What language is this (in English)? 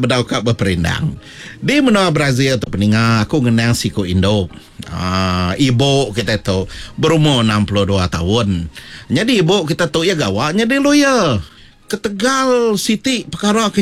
Iban